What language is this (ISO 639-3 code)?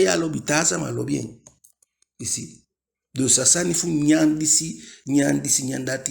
djk